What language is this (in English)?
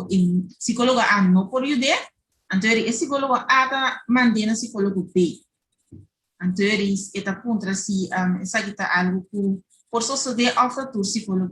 Papiamento